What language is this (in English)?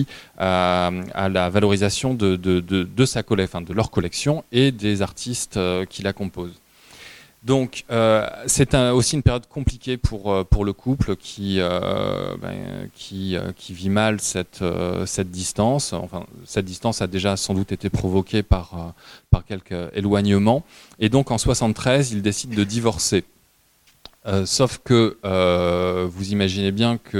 French